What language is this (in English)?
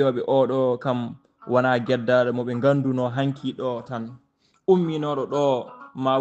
Fula